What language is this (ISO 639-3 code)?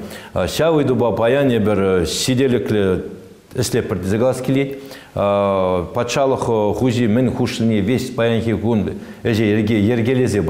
chv